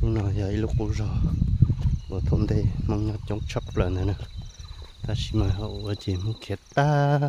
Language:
Hmong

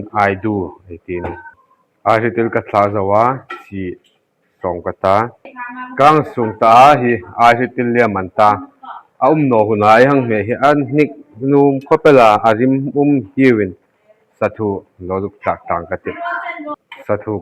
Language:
Hmar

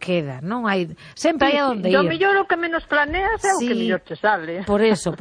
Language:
Galician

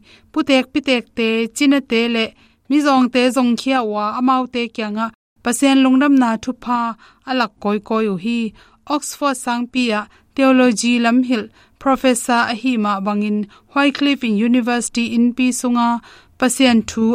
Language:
Tedim Chin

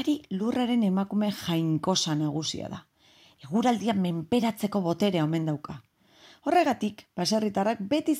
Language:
Basque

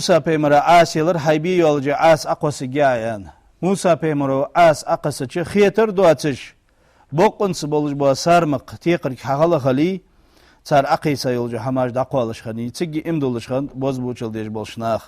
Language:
Ingush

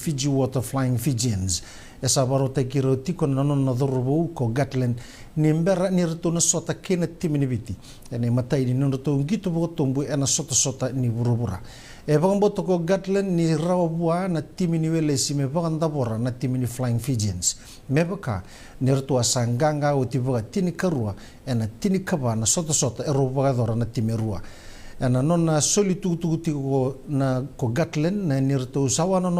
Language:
Fijian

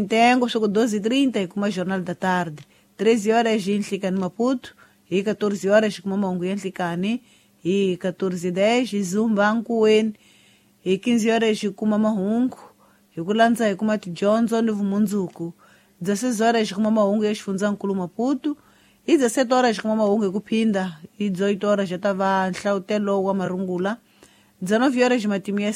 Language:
Tsonga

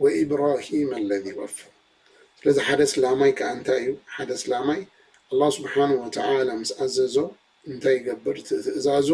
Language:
Tigrinya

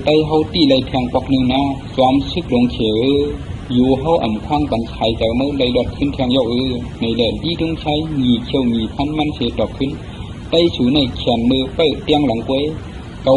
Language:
Shan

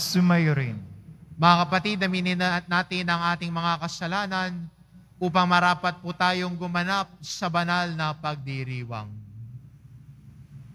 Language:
Filipino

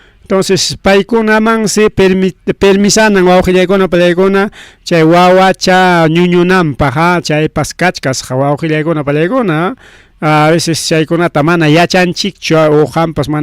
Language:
Ayacucho Quechua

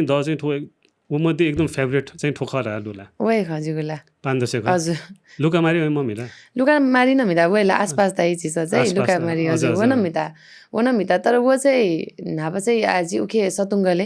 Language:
Newari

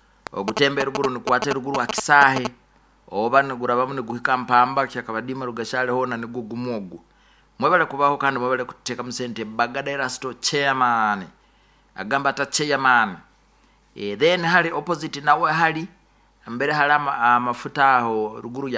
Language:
Nyoro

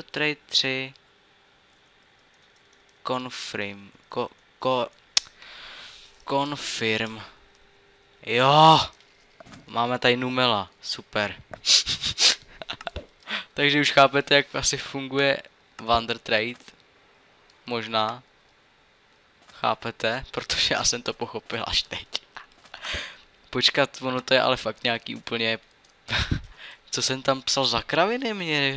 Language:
Czech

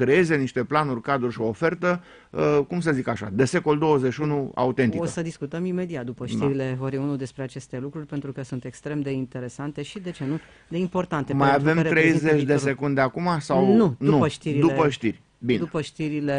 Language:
Romanian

